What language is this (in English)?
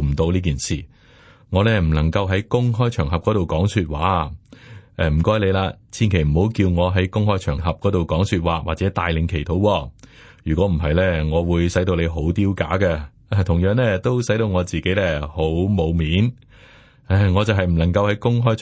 Cantonese